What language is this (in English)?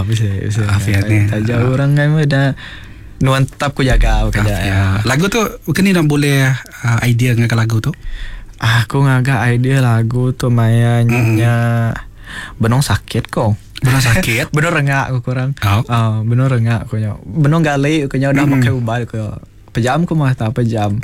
Iban